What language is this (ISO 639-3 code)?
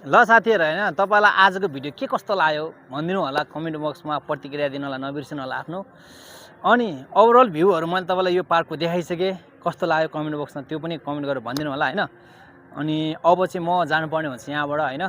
nep